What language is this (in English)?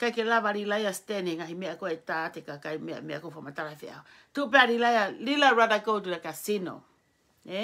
Tongan